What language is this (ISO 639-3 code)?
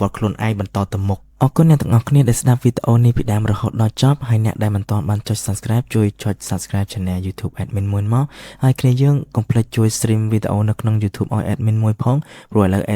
khm